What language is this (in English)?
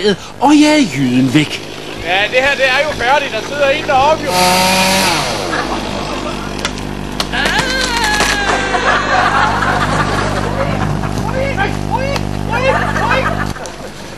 Danish